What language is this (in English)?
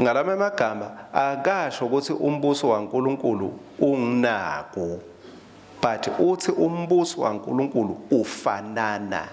Swati